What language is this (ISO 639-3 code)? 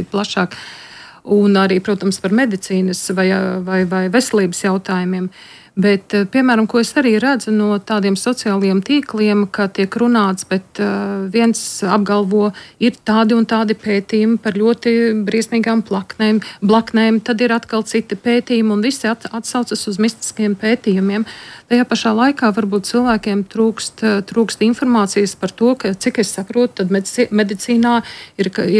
lav